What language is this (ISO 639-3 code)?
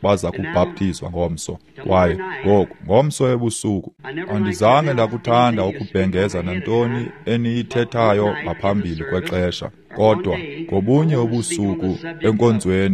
xho